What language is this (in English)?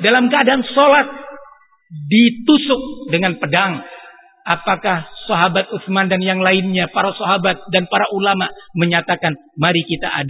Indonesian